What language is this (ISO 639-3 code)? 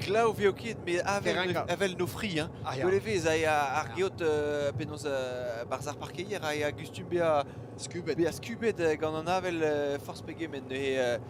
bre